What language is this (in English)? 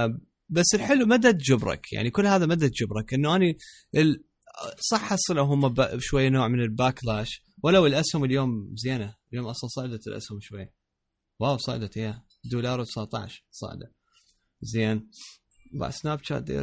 Mesopotamian Arabic